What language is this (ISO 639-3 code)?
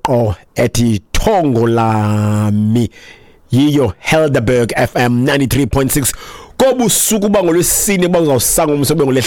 xho